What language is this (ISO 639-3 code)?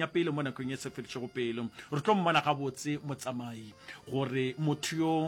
nso